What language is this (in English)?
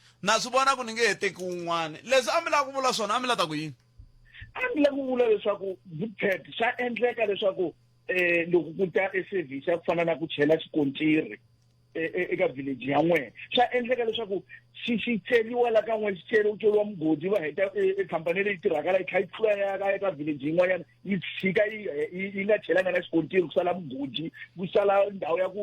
Tsonga